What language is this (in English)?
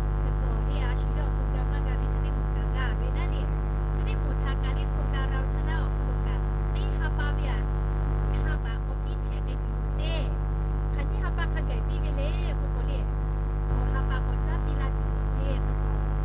Lahu